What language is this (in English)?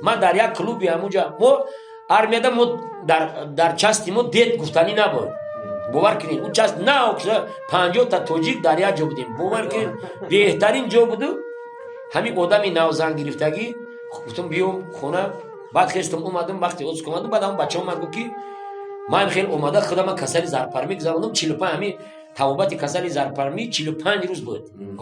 Tajik